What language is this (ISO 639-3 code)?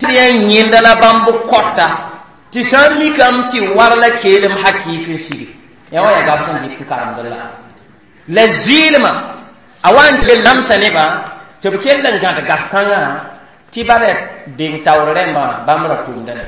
mos